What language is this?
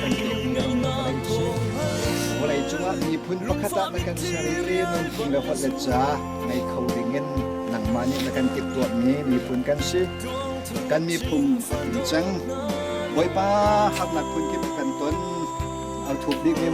Hakha Chin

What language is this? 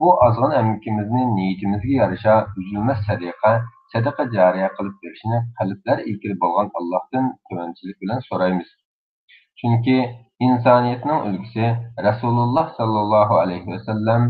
Uyghur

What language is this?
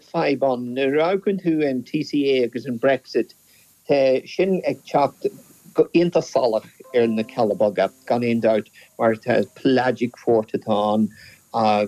Irish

